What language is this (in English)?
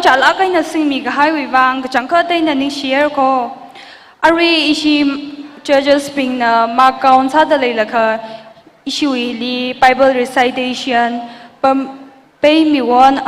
Tangkhul Naga (India)